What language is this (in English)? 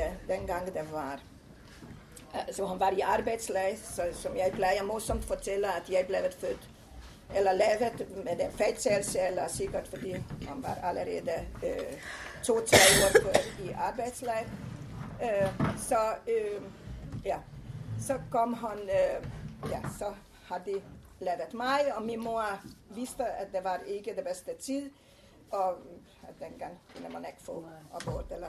Danish